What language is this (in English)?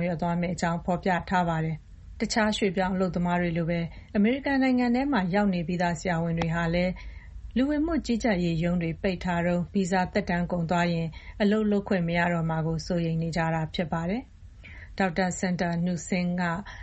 Burmese